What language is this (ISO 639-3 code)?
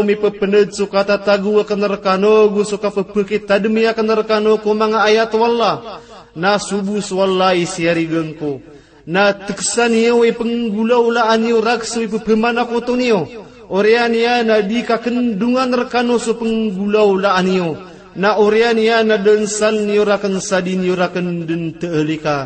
mrw